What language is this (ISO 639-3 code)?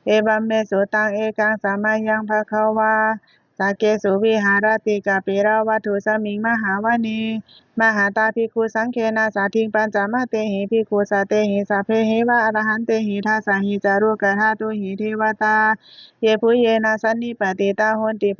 pli